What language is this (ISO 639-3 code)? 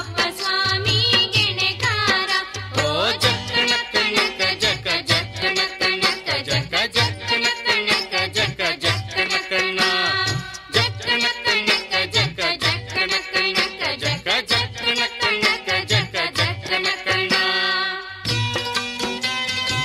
kan